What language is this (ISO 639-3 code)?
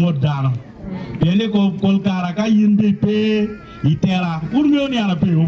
ach